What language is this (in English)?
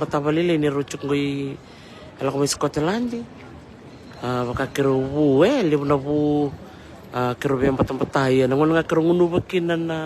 Fijian